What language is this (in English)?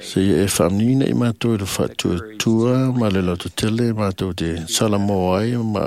Samoan